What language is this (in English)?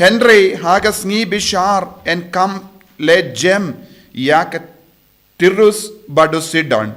Khasi